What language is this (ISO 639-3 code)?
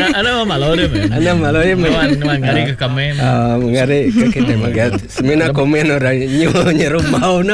iba